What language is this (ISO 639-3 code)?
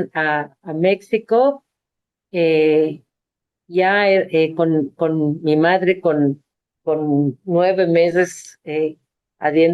lad